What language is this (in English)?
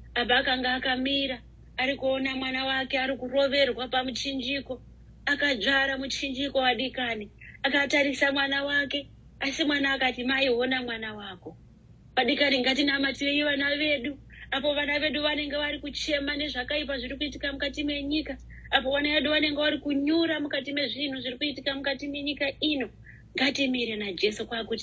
Shona